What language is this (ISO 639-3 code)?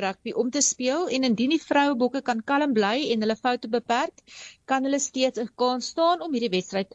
afr